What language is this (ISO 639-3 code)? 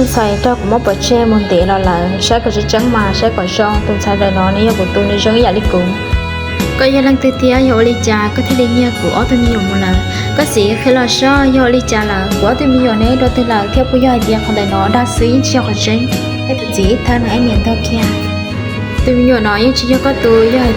hmn